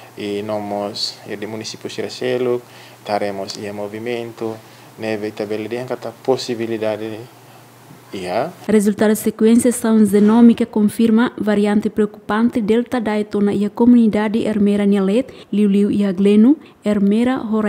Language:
Tetum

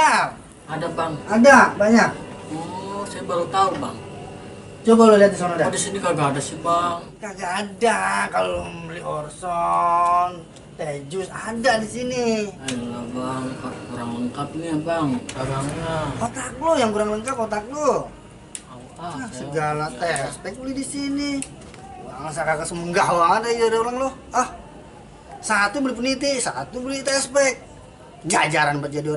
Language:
Betawi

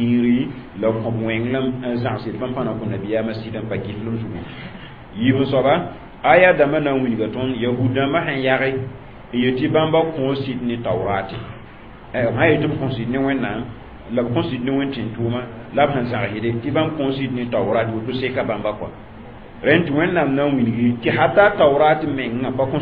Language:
Mossi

